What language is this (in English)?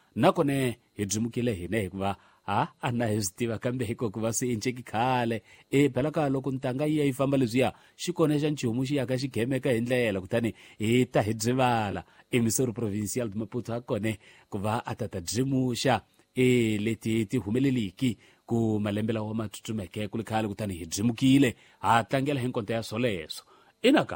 Tsonga